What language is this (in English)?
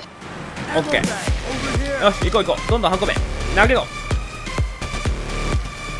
Japanese